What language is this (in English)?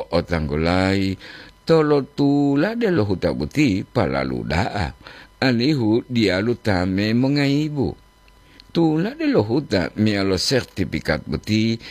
Gorontalo